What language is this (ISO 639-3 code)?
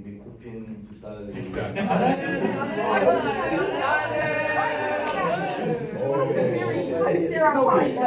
fra